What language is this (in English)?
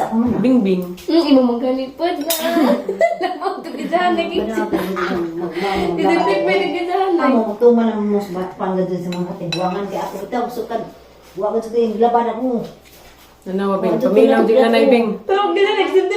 Cebuano